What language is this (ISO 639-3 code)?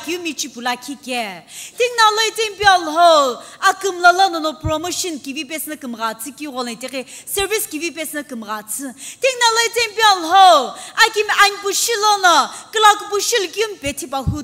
nsm